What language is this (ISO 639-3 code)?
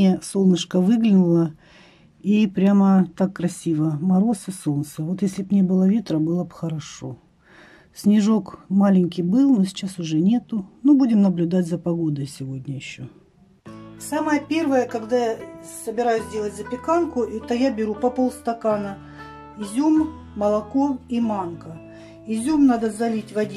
rus